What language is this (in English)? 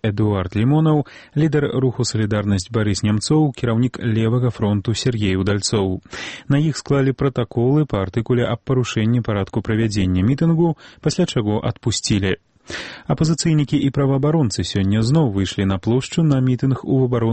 Belarusian